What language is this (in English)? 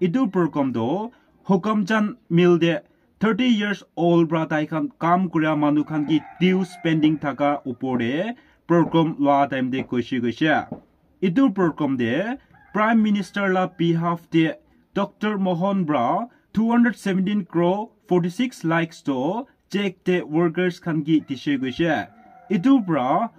Naga Pidgin